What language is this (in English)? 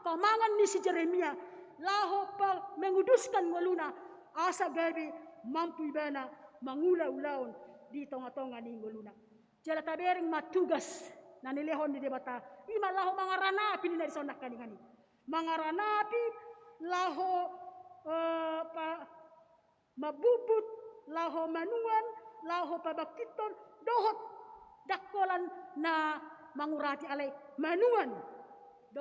Batak Toba